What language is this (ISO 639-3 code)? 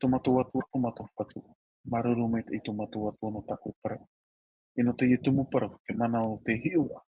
tah